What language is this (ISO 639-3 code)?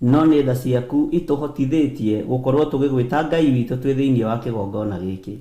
kik